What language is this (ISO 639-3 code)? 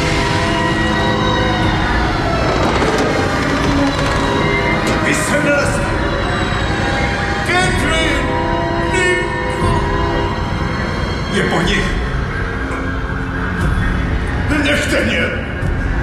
ces